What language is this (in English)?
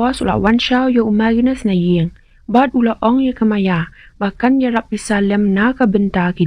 Khasi